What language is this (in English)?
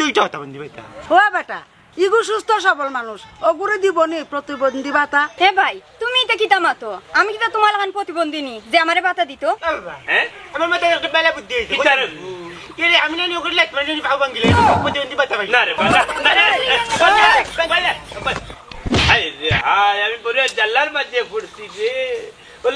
Sylheti